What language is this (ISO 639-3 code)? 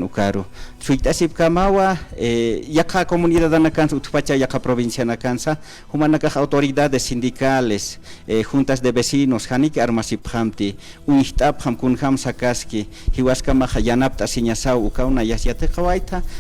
aym